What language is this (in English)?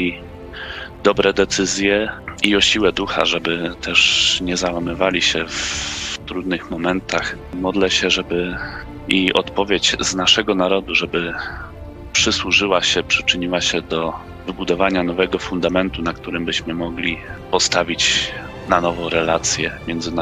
Polish